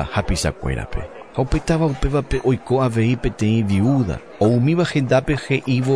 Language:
Guarani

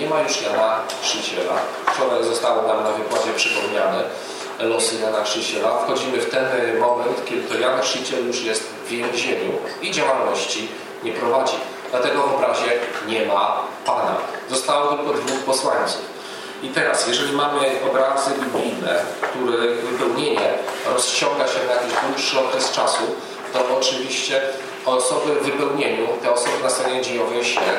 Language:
Polish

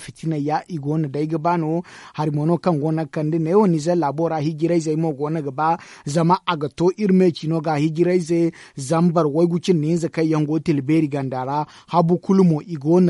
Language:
Zarma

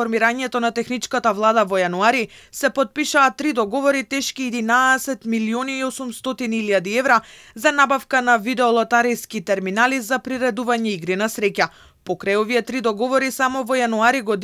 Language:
Macedonian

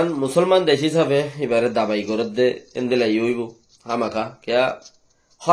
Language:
Rohingya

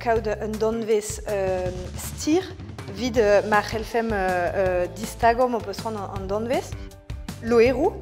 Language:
Breton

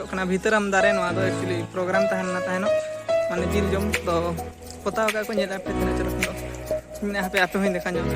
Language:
Santali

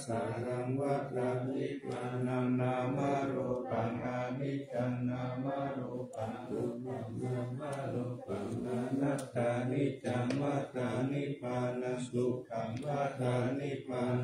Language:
Pali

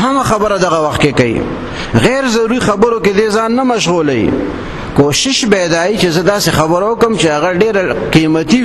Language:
Pashto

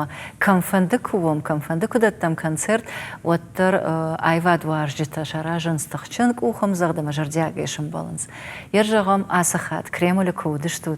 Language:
Ossetic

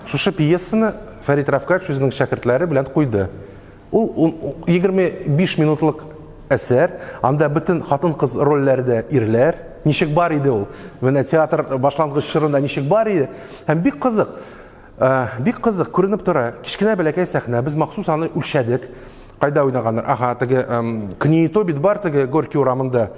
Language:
Tatar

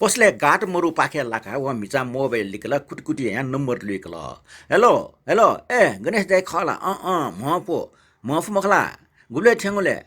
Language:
Newari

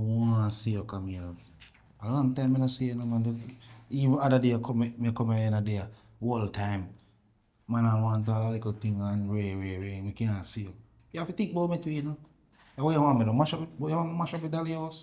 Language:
Jamaican Creole English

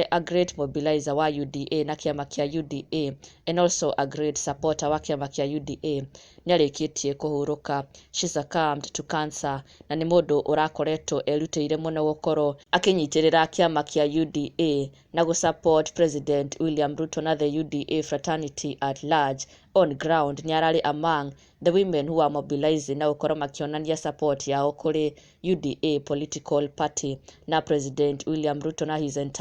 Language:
Kikuyu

